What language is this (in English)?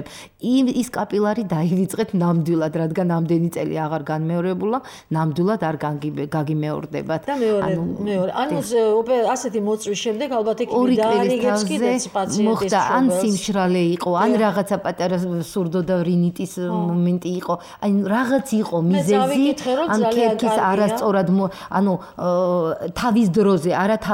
Georgian